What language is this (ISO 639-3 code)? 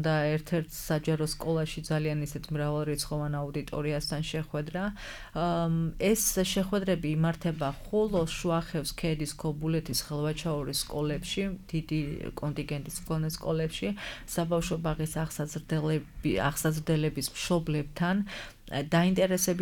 kat